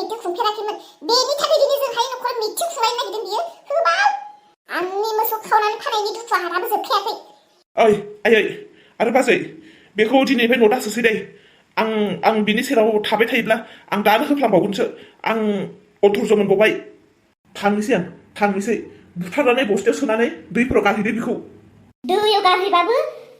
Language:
Bodo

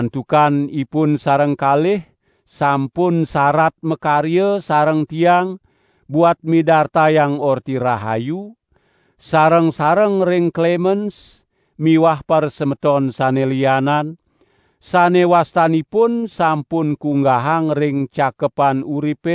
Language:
Balinese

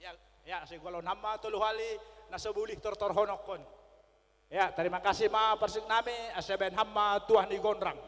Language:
Batak Simalungun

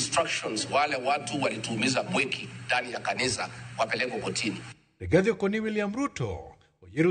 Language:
Luo (Kenya and Tanzania)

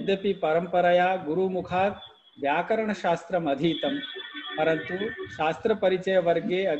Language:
Sanskrit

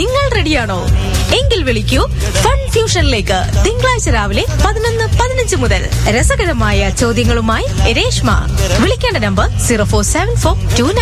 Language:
Malayalam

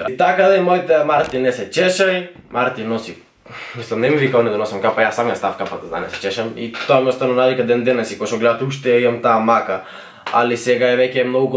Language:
Macedonian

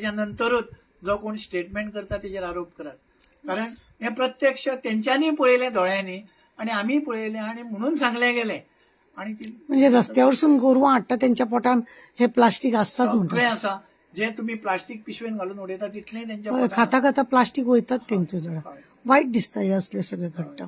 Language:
Konkani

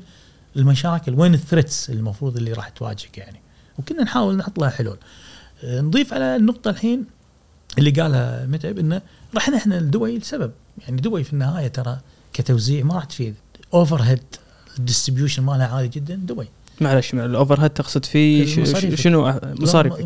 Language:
Gulf Arabic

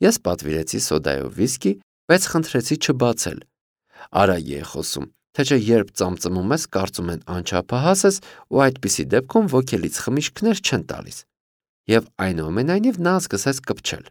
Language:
Armenian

